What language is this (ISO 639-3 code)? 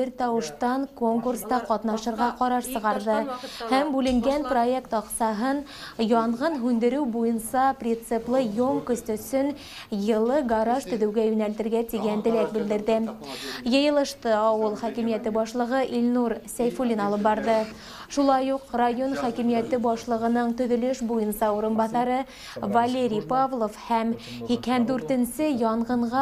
bak